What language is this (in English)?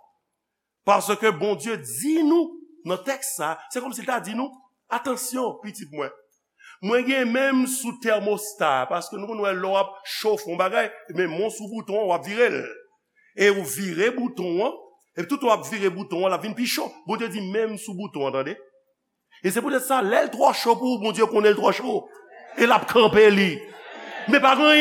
Haitian Creole